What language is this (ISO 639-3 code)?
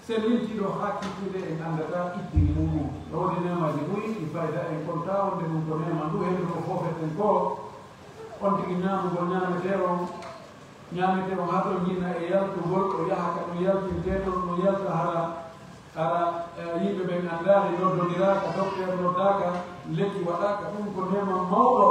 fuf